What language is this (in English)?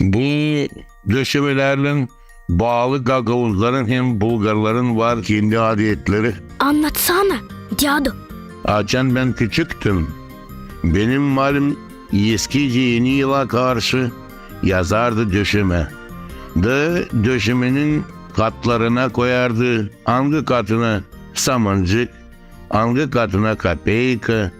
Gagauz